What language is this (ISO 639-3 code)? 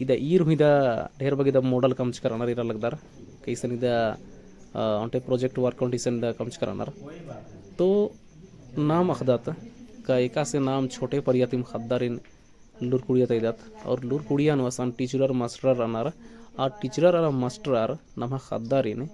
kru